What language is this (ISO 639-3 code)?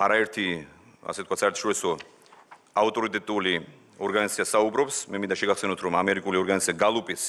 kat